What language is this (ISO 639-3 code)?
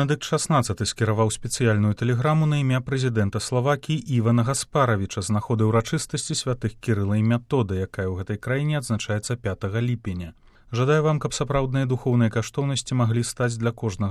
bel